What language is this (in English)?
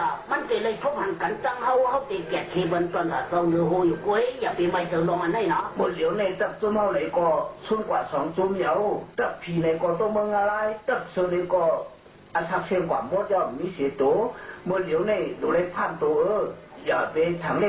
Shan